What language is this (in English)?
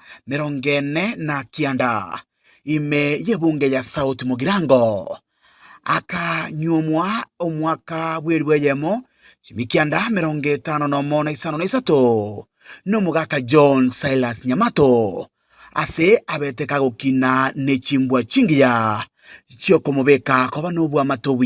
Gusii